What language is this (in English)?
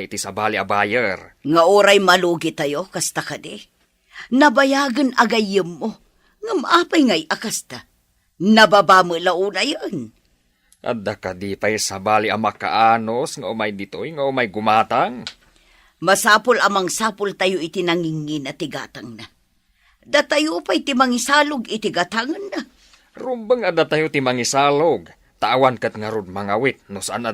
Iloko